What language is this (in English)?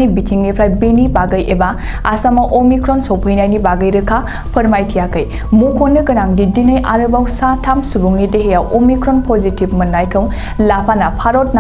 Bodo